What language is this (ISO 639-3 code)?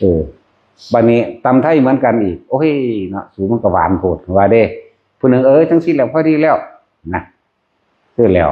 tts